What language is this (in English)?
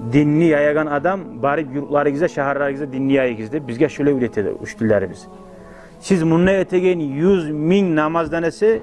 Kumyk